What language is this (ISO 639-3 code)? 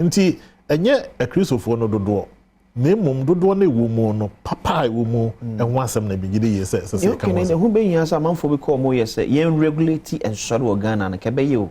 aka